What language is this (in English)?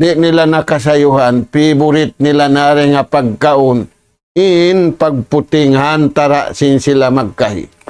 Tausug